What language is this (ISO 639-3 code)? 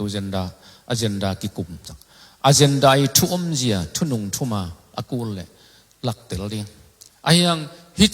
ctd